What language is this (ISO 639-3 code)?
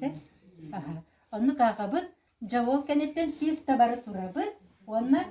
sah